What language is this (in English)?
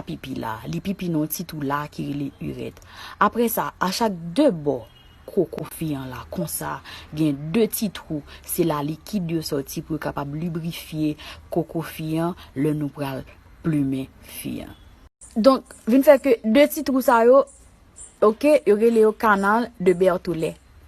Haitian Creole